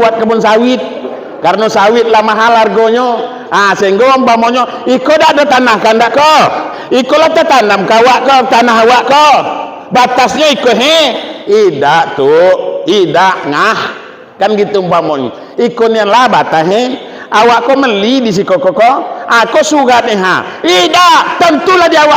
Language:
Minangkabau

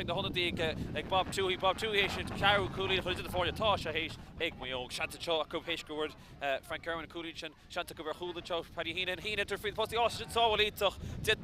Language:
Irish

